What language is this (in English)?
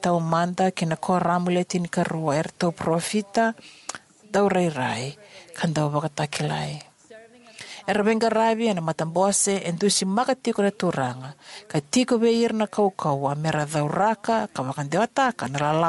Fijian